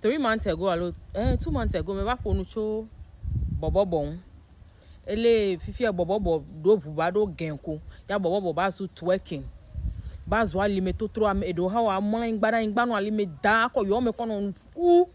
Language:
Ewe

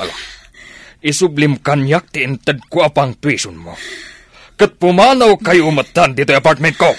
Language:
Iloko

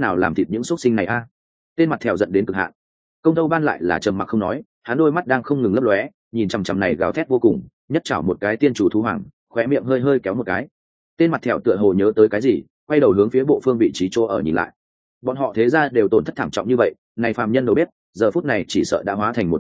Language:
Vietnamese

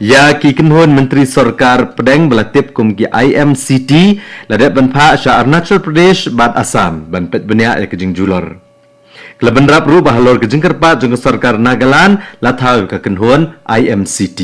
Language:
Khasi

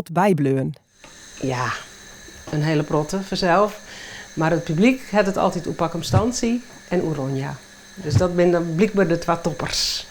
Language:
Western Frisian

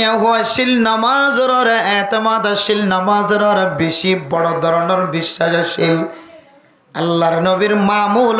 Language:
Rohingya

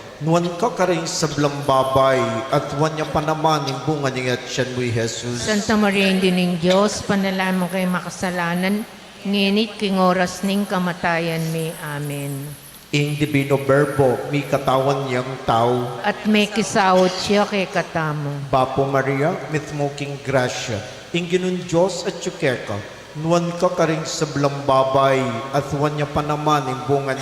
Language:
Pampanga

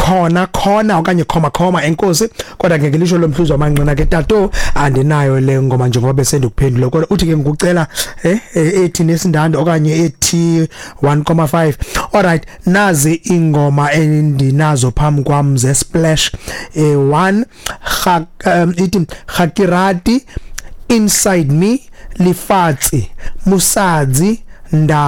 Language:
Xhosa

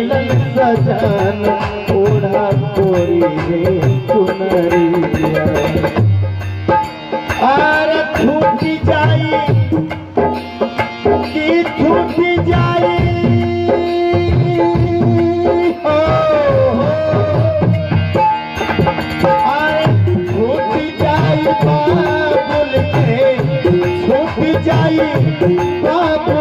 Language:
Bhojpuri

